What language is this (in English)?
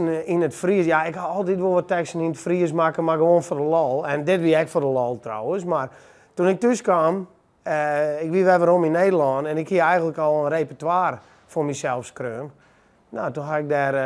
Western Frisian